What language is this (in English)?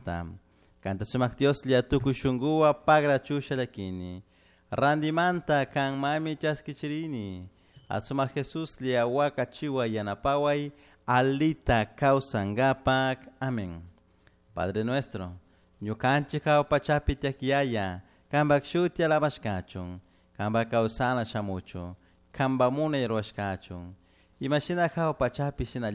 Chimborazo Highland Quichua